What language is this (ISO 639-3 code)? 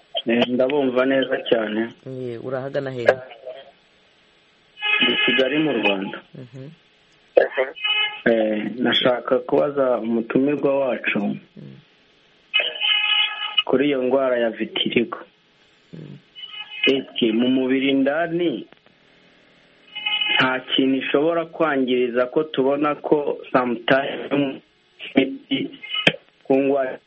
kin